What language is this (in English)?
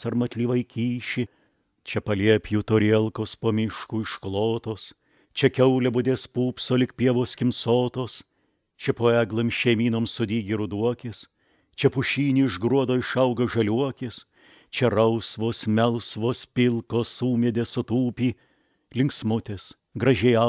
Lithuanian